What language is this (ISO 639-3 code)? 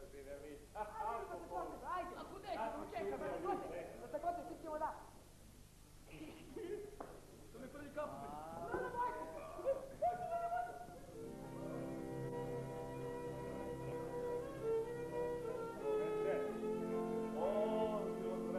srp